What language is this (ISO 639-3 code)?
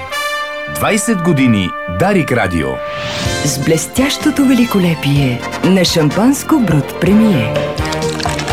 bul